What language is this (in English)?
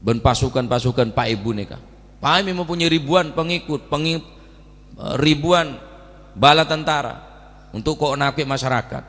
Madurese